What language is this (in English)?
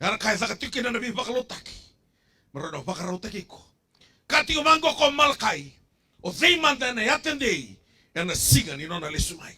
Fijian